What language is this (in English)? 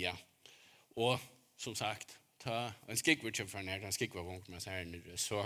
Faroese